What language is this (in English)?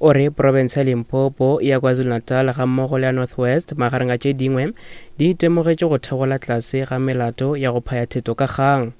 Northern Sotho